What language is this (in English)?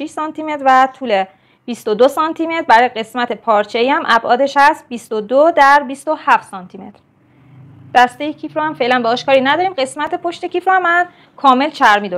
Persian